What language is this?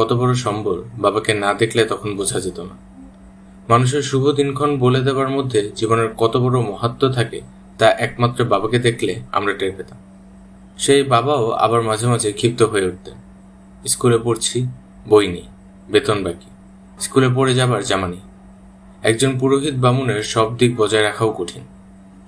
Bangla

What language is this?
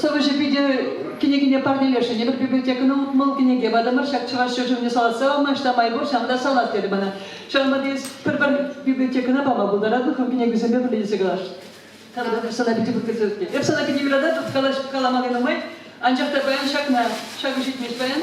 Chuvash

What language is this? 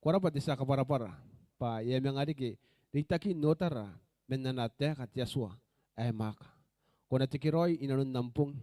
Gilbertese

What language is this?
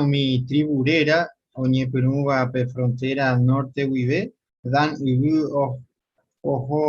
Guarani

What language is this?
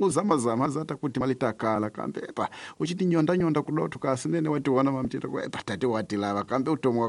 Tsonga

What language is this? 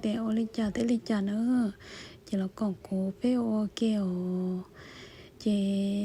Hmong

